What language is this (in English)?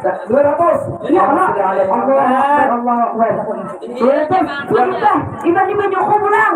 Banjar